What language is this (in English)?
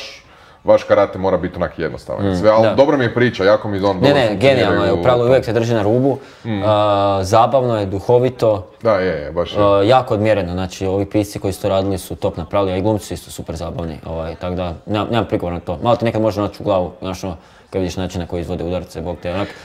Croatian